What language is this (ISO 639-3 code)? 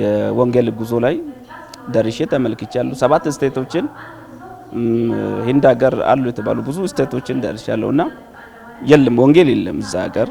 amh